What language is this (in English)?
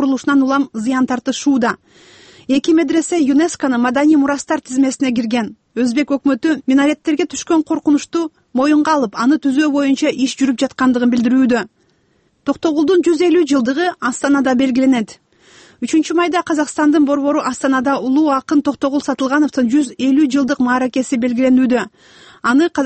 Kyrgyz